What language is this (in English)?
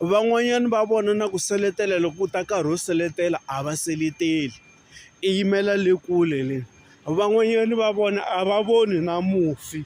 Tsonga